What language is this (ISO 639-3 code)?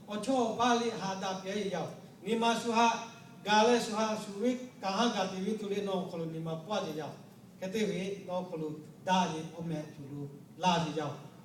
lhu